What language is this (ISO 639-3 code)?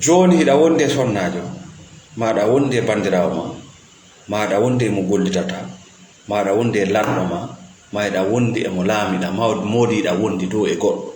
ful